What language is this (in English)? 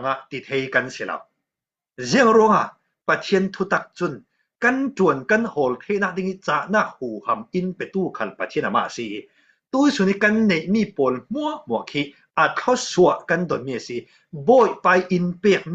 Falam Chin